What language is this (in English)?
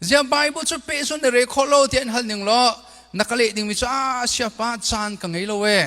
Hakha Chin